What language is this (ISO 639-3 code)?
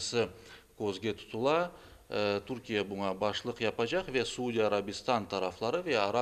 crh